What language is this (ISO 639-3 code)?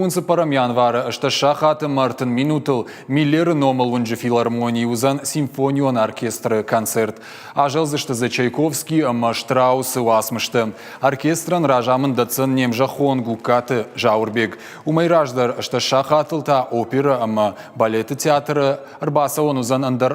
oss